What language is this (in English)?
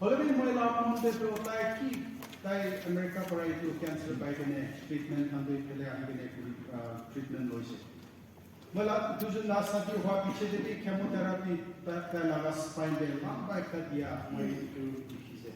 Naga Pidgin